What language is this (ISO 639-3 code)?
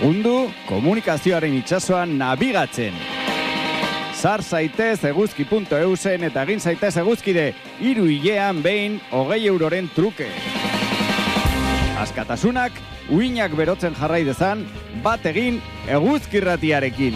eus